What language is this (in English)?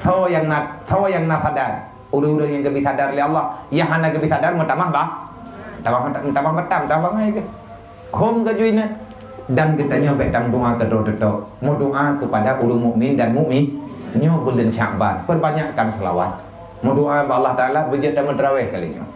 Achinese